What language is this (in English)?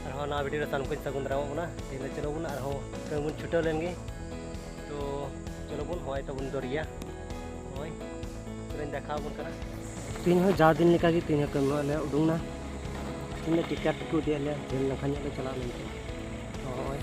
Santali